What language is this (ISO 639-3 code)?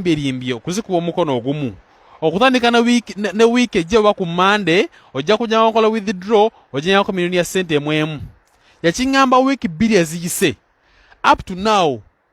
lug